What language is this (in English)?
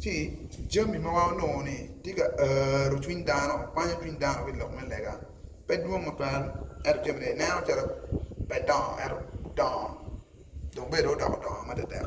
Acoli